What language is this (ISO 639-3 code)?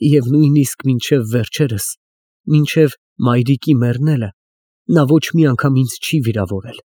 hye